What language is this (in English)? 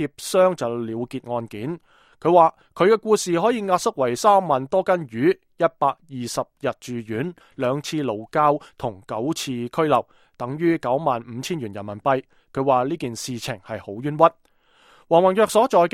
Cantonese